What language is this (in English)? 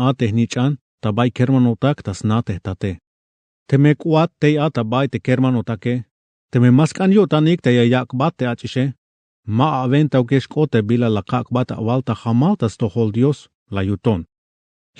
Tzeltal